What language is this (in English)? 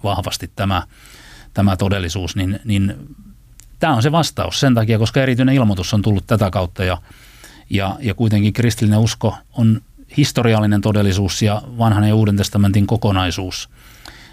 Finnish